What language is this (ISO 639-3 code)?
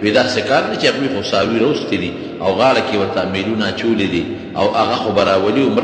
pus